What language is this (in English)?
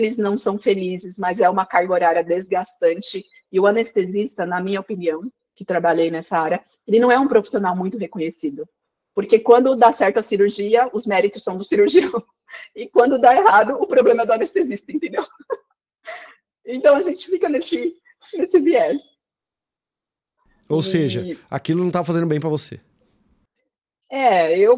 Portuguese